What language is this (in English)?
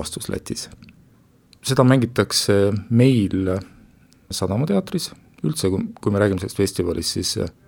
Estonian